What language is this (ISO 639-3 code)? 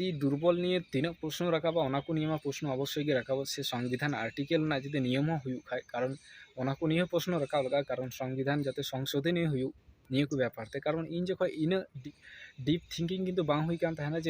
sat